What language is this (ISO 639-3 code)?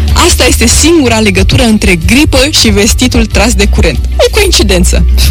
ron